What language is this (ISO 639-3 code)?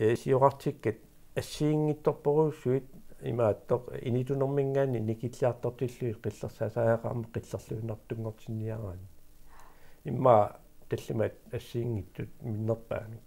kal